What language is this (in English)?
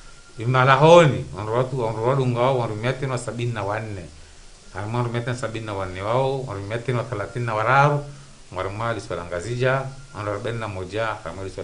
Ngazidja Comorian